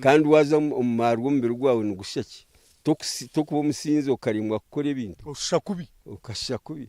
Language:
Nyankole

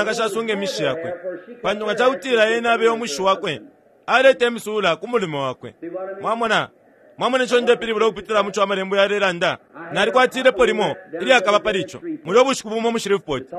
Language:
Bemba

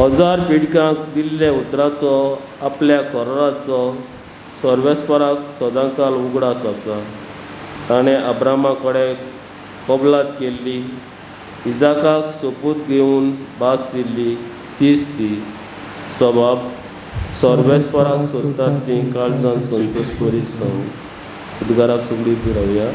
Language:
Konkani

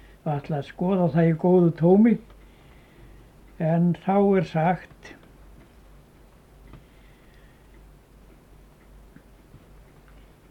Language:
Icelandic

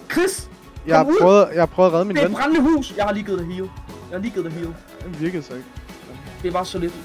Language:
Danish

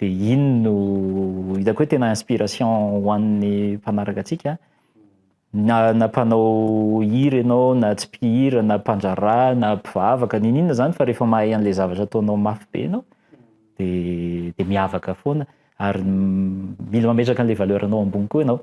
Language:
Malagasy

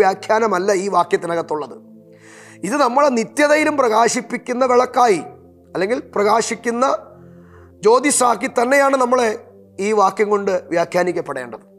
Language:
Malayalam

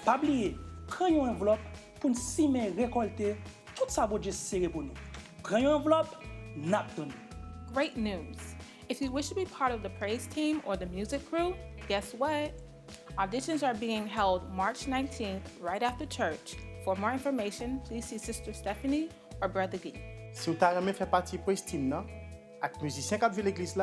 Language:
Haitian Creole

